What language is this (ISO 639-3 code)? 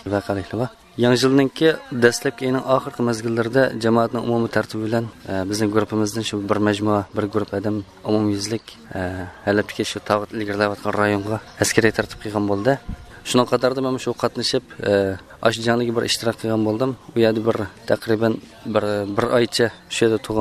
uig